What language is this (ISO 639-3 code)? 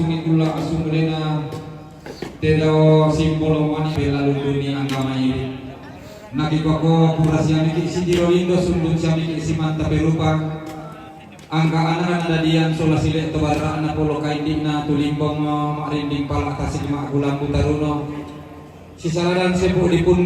sda